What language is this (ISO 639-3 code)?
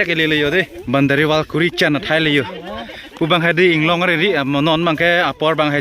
mjw